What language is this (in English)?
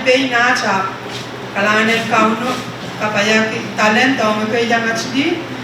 Pohnpeian